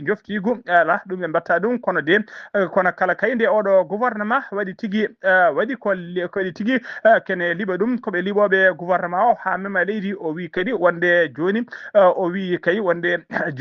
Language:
Fula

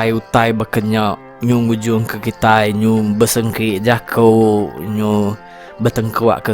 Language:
Iban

